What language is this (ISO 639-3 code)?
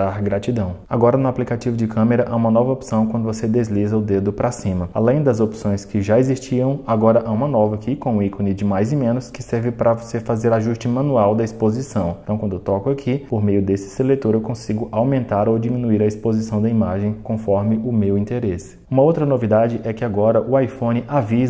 por